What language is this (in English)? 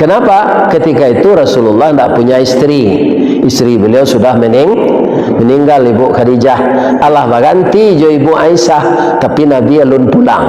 Minangkabau